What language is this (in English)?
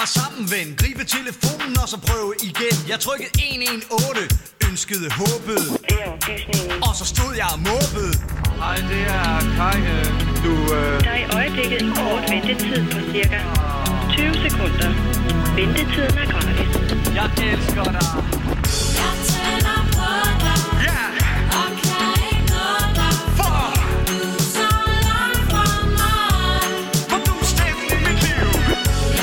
Danish